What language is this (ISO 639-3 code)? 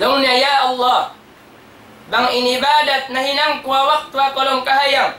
tsg